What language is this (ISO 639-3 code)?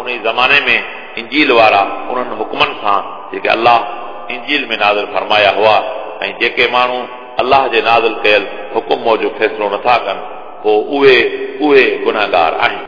snd